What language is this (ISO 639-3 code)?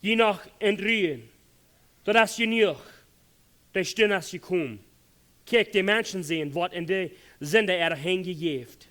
pdt